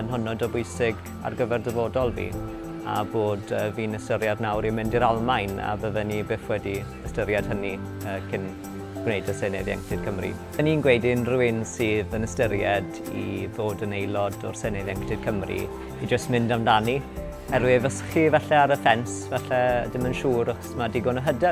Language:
Welsh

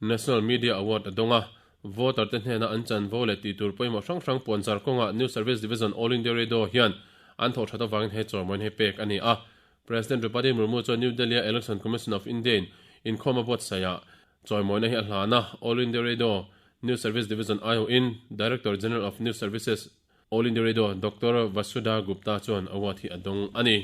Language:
Mizo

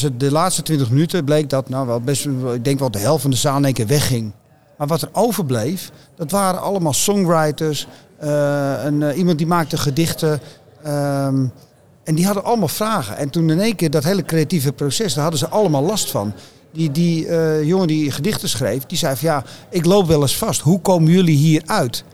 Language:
Dutch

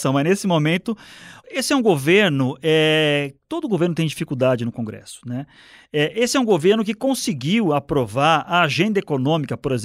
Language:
Portuguese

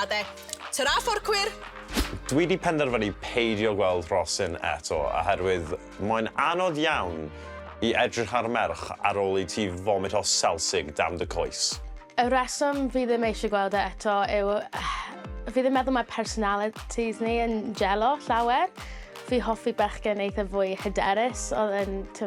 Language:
Welsh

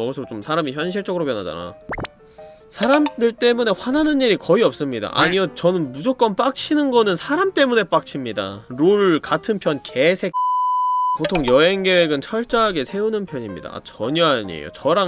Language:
Korean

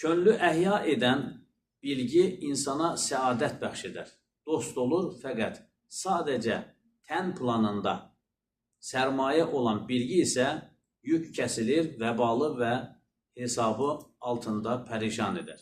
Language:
Azerbaijani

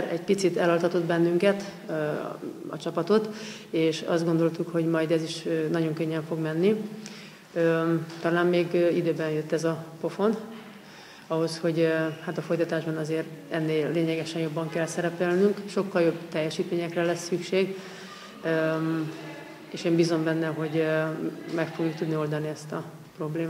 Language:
Hungarian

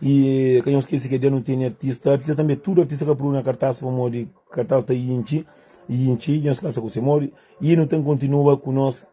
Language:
Kabuverdianu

